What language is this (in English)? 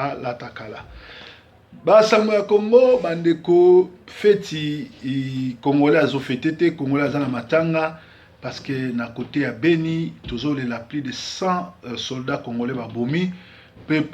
Lingala